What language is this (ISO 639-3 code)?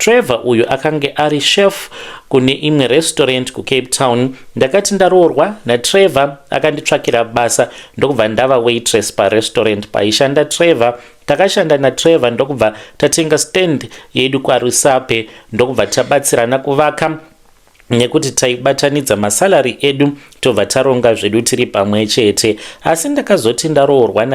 sna